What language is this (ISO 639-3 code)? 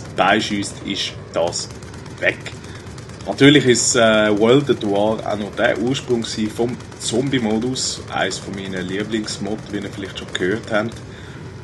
gsw